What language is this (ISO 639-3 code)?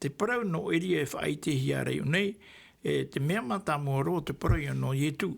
tah